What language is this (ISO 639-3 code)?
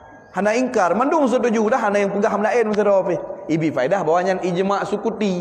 ace